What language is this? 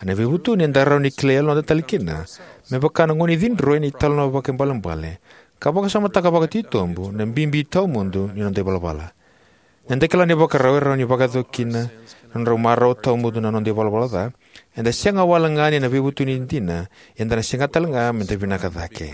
Fijian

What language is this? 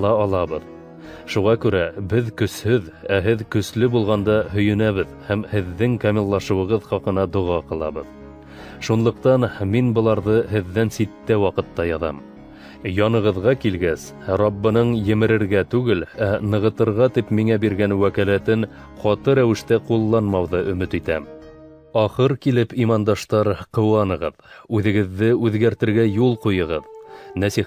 Bashkir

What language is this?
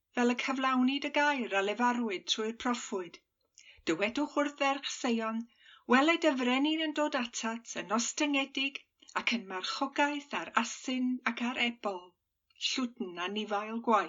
Welsh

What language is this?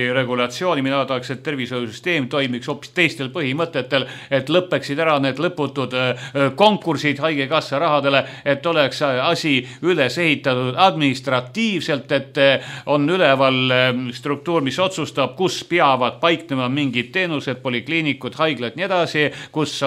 Estonian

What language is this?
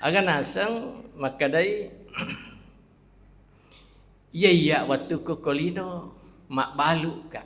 Buginese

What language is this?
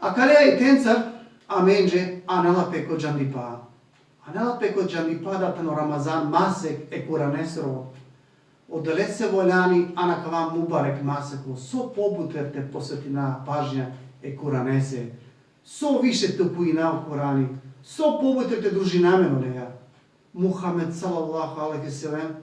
Balkan Romani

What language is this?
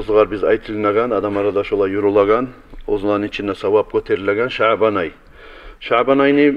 Kumyk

